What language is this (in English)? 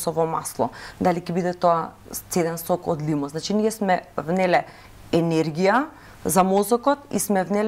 Macedonian